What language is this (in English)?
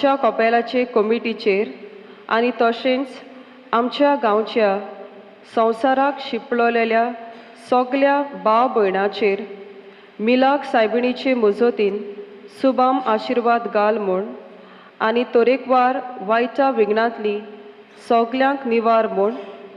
Konkani